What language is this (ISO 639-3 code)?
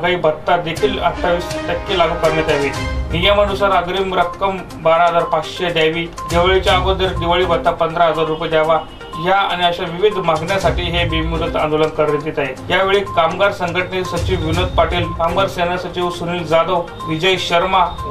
mar